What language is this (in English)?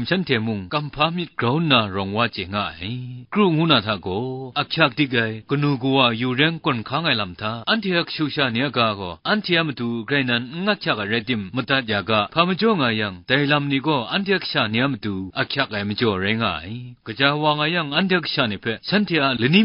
Kachin